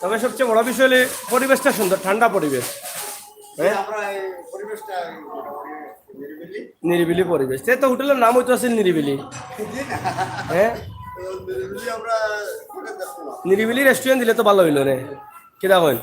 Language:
Sylheti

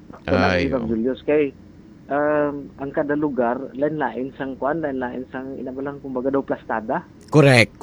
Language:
Hiligaynon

